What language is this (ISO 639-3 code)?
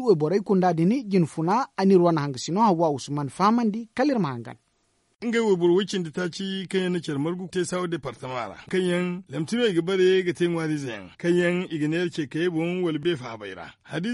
dje